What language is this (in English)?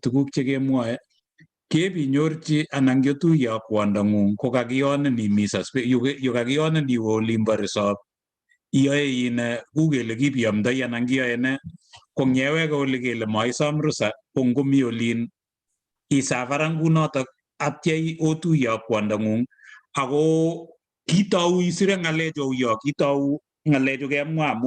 Kalenjin